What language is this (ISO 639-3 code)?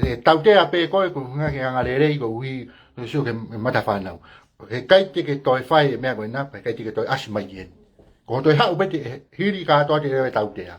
ton